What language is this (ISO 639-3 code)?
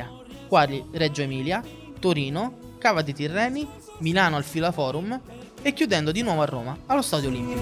ita